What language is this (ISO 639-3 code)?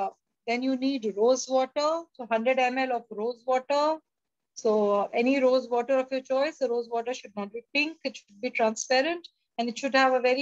eng